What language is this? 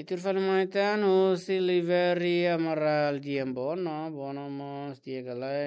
Tetum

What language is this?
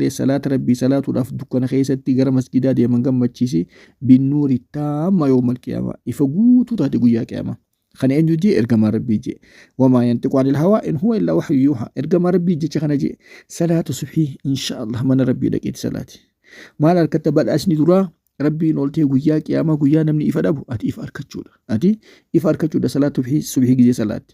Oromo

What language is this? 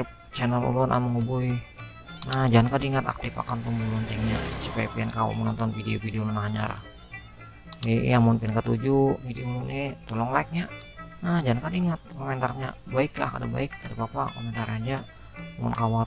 Banjar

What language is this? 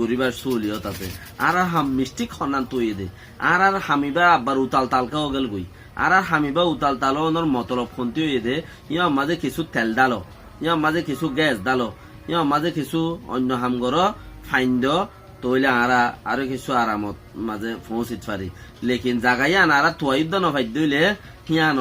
Rohingya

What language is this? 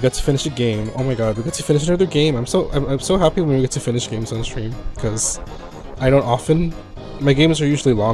English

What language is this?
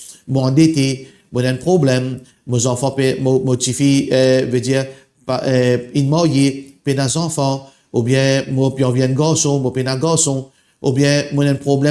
Morisyen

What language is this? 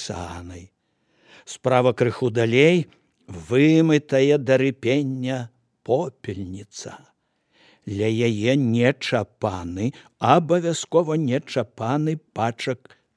Belarusian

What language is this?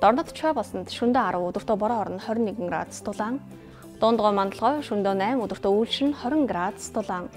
Mongolian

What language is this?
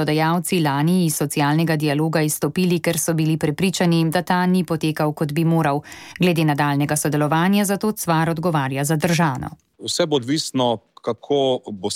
Slovenian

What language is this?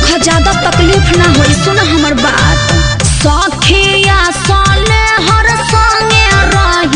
Bhojpuri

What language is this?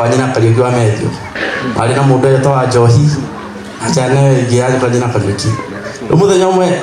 Kikuyu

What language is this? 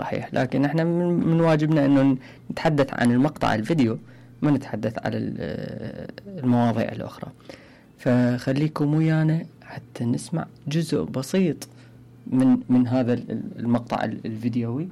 Mesopotamian Arabic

